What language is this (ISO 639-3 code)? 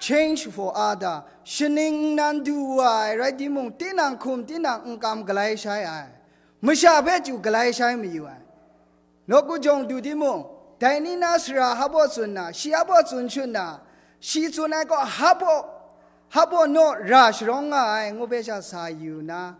kac